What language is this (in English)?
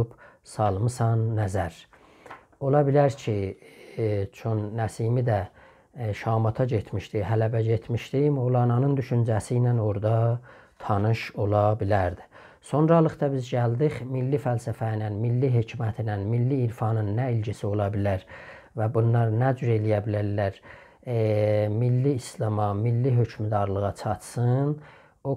South Azerbaijani